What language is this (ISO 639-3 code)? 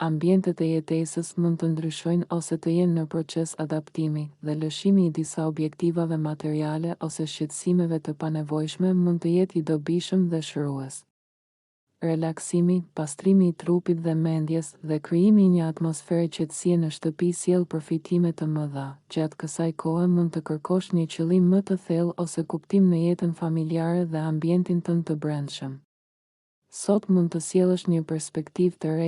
sqi